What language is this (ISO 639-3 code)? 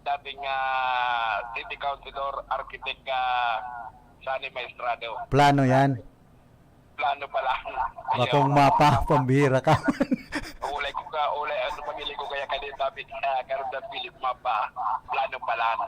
bik